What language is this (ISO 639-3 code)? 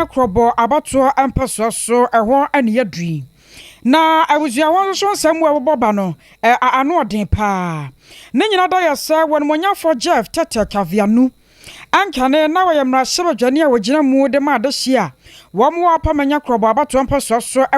aka